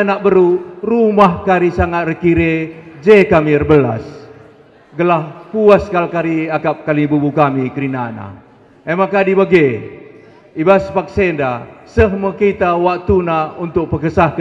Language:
Batak Karo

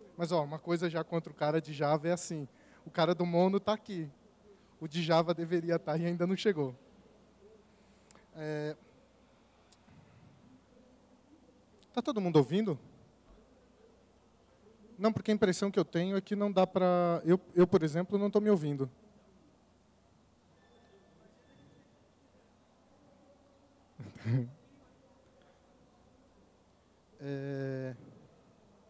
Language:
Portuguese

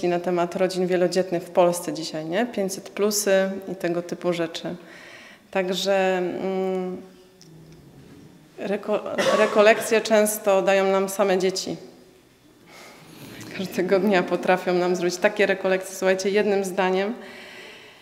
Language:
Polish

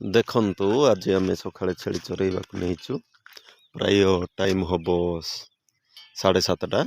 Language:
Odia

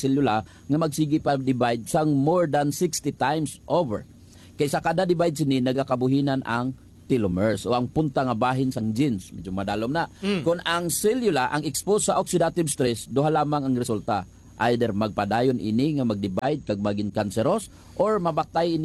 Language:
Hiligaynon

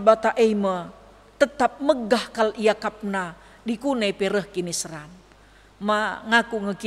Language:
Batak Karo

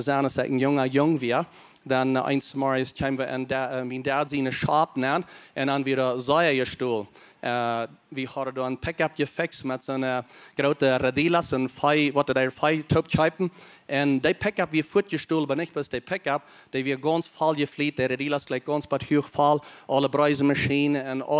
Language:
Plautdietsch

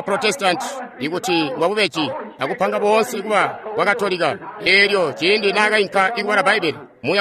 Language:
Tonga (Zambia)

